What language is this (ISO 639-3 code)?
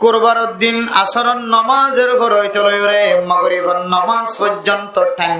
rhg